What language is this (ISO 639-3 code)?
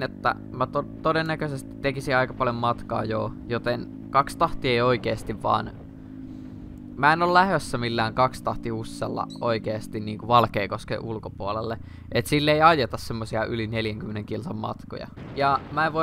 fin